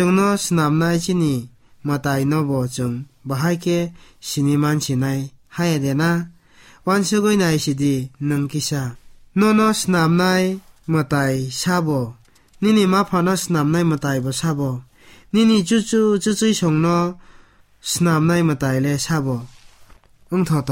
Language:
Kok Borok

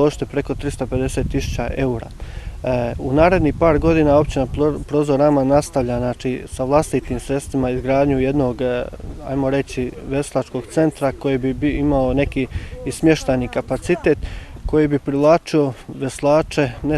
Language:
Bosnian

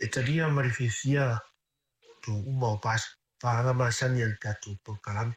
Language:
Samoan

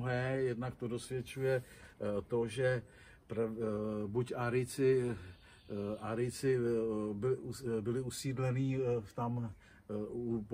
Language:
Czech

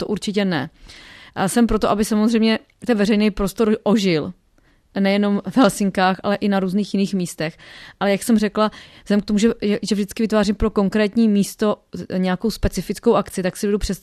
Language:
Czech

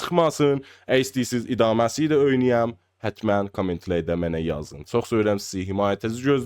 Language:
South Azerbaijani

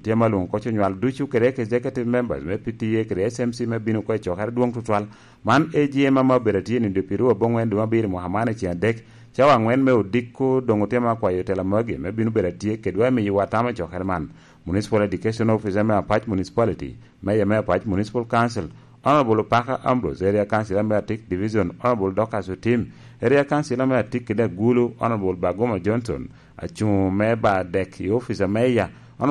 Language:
Lango (Uganda)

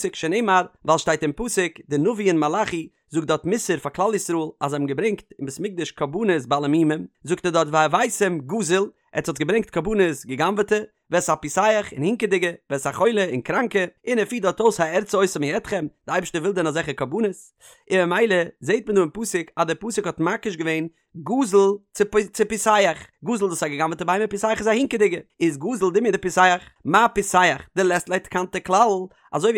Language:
Yiddish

